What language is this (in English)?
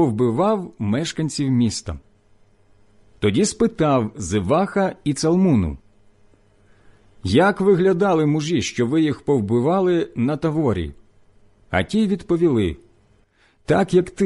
Ukrainian